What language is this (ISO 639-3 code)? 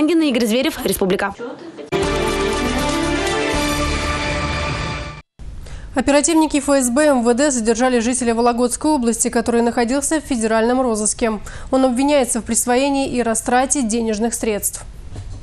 rus